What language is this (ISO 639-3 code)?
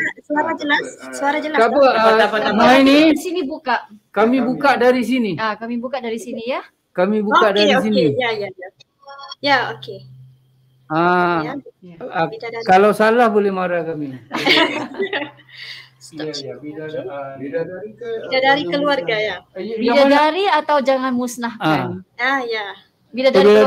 msa